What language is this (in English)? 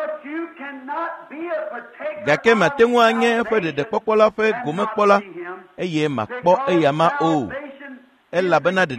Ewe